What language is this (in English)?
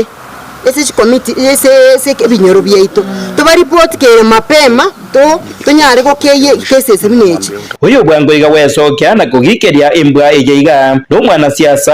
Gusii